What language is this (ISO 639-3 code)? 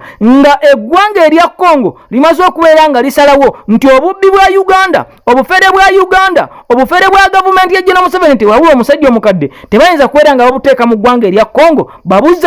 lug